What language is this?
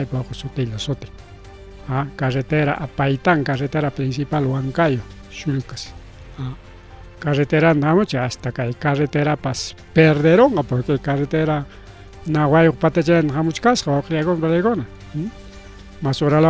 Ayacucho Quechua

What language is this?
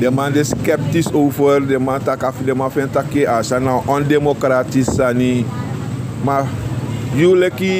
Sranan Tongo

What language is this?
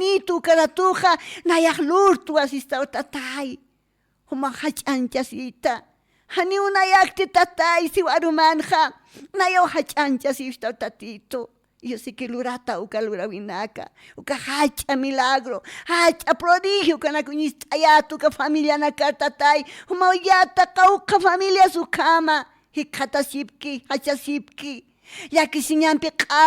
Aymara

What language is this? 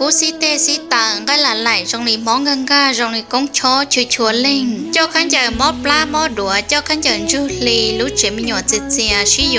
Hmong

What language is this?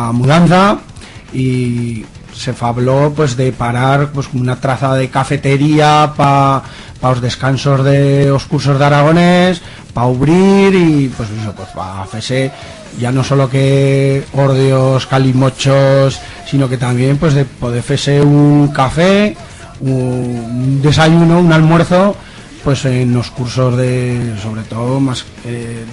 Aragonese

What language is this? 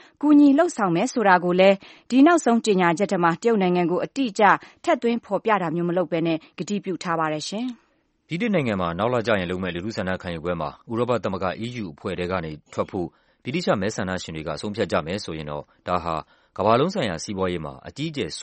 Burmese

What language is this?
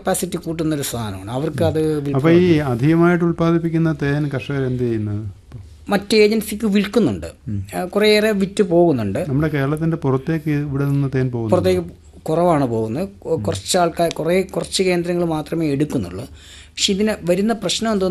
Malayalam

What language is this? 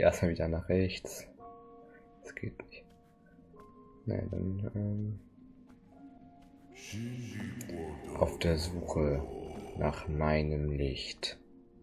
German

